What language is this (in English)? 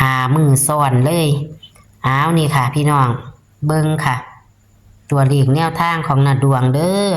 Northeastern Thai